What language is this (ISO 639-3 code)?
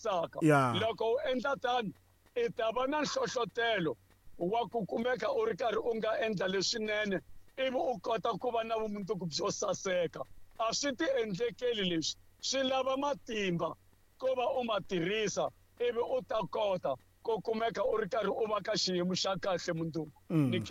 tso